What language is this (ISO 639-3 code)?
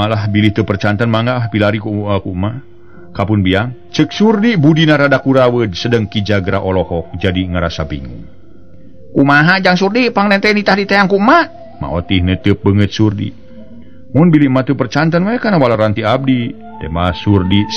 sun